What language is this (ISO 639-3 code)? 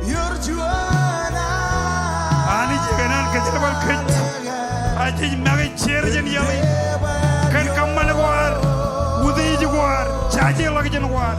mah